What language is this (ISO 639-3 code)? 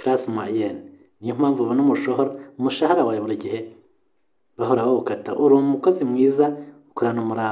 kin